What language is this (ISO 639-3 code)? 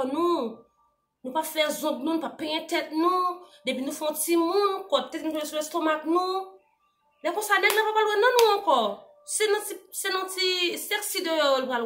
hat